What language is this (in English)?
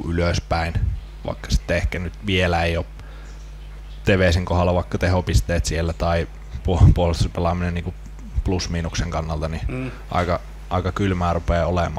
Finnish